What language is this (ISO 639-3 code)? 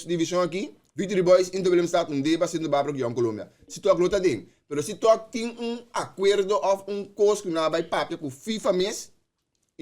pap